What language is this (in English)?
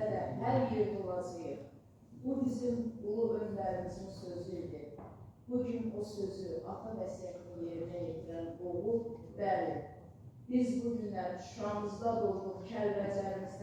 Azerbaijani